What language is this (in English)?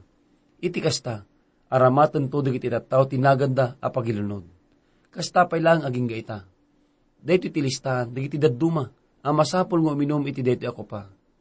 Iloko